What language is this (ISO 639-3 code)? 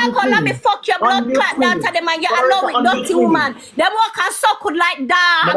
jam